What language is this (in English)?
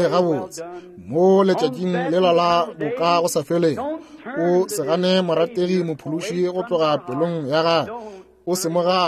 Northern Sotho